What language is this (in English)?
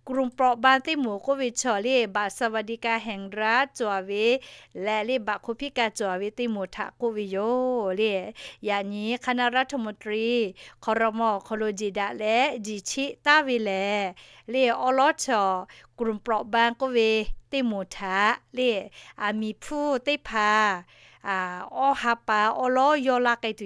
Lahu